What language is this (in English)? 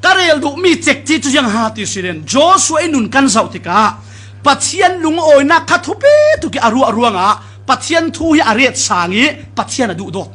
Falam Chin